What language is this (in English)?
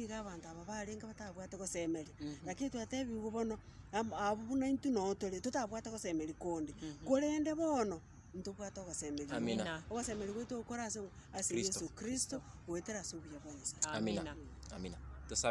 Gusii